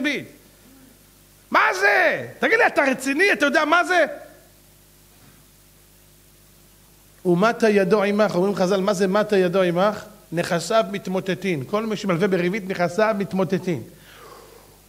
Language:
Hebrew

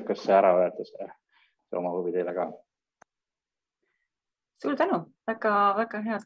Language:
Estonian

